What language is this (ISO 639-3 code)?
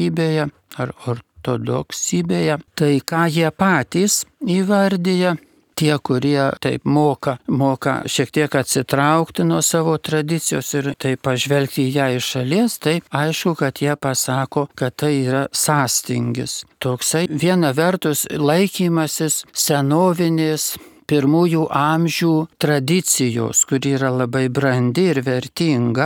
lit